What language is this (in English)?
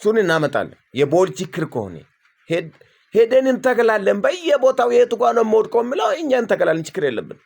Amharic